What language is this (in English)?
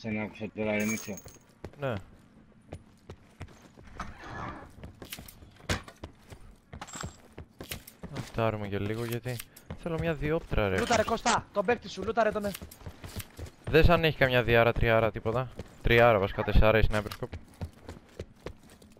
Greek